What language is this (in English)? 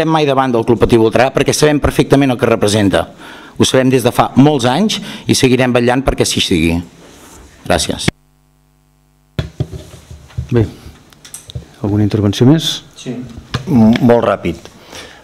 Catalan